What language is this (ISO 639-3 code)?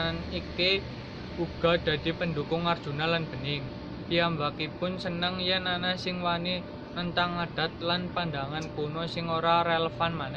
jav